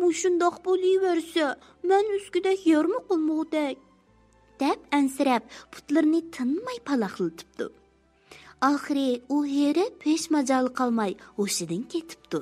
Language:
Uyghur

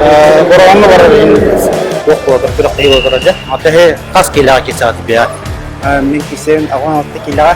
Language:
Yakut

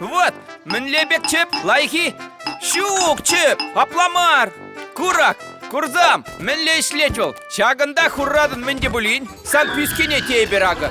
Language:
Chuvash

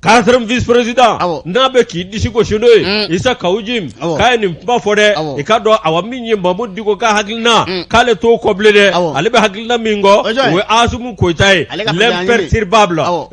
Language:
Bambara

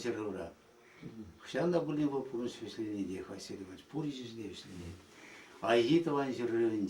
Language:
Chuvash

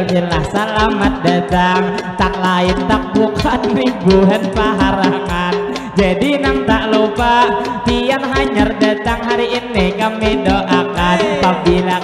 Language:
Banjar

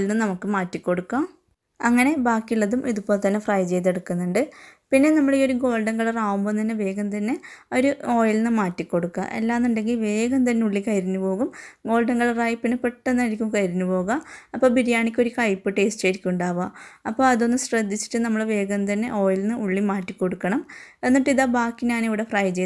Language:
Malayalam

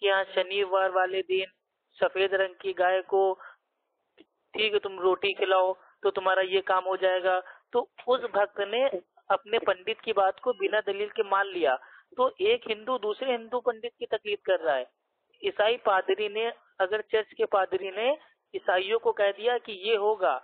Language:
Urdu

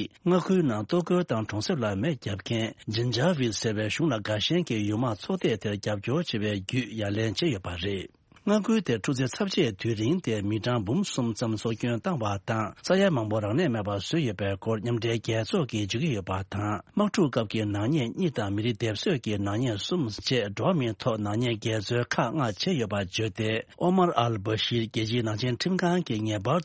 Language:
Tibetan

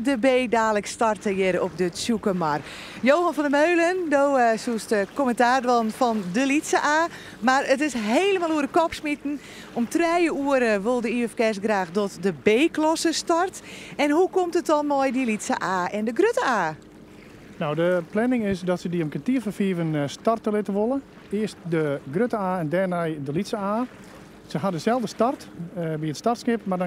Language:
Western Frisian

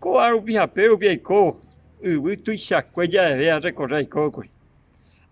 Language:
Guarani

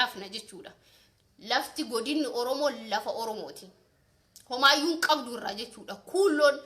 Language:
Oromo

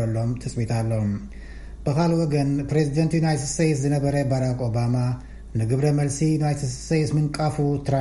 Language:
Tigrinya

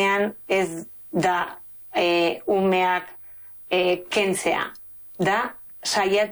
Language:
Basque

